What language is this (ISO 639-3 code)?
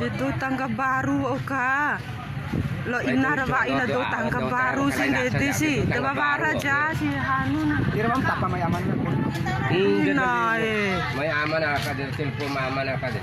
bhp